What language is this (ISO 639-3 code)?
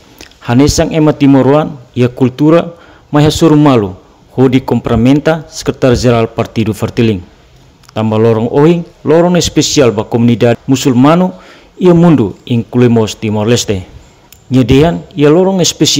tet